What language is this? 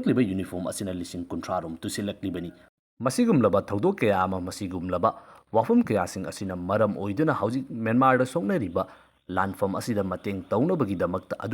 Manipuri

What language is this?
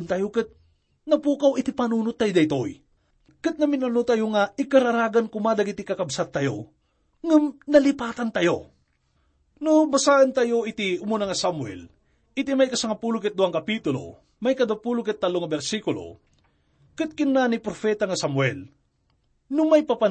Iloko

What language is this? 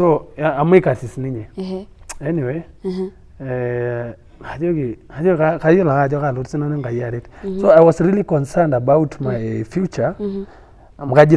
Masai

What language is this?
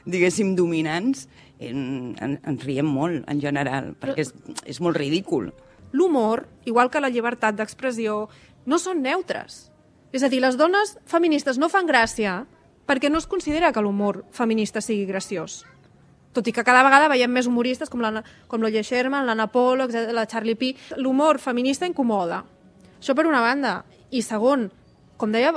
Catalan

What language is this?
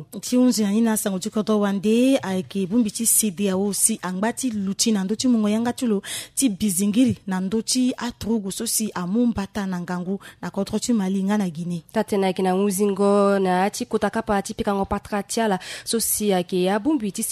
Sango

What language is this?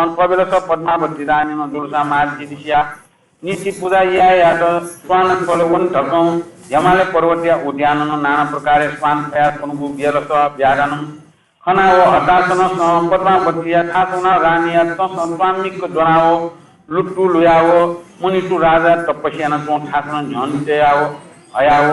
Newari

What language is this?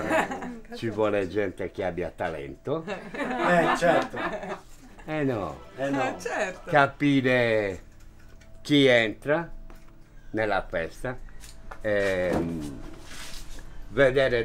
Italian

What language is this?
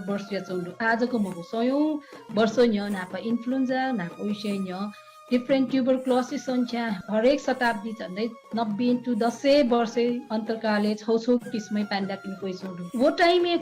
Newari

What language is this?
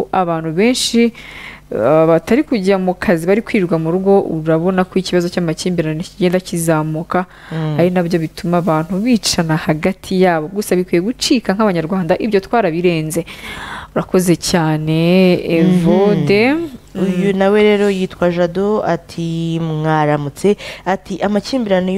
Kinyarwanda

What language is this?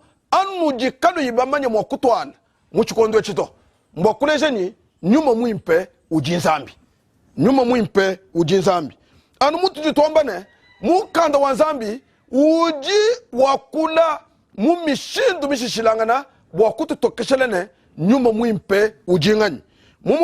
Luba-Lulua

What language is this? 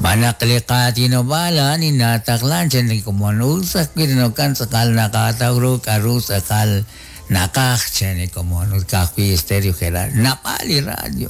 Kekchí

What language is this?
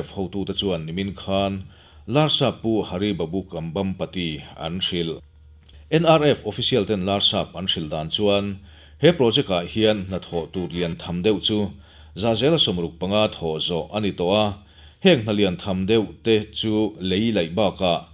Mizo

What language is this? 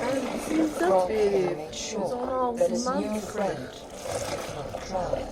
South Azerbaijani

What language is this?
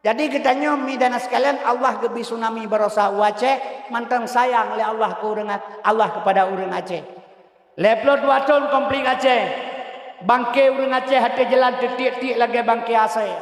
Achinese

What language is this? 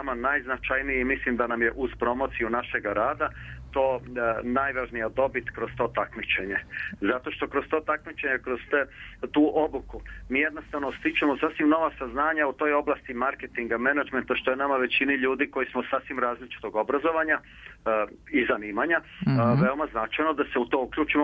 Serbian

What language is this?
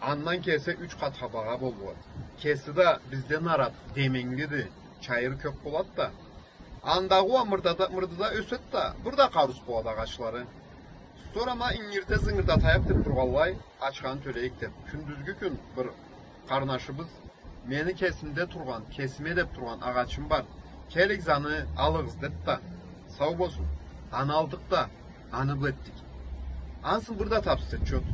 Karachay-Balkar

